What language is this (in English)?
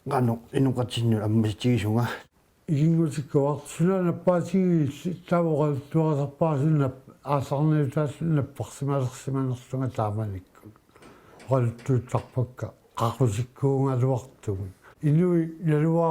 Kalaallisut